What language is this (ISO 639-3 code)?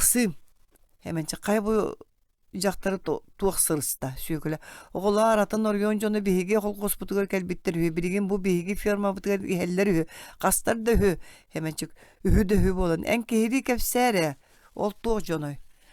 sah